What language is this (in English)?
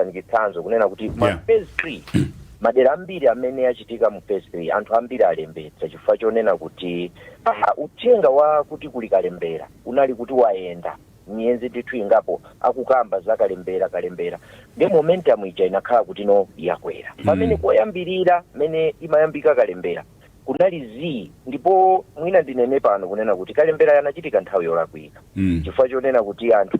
Nyanja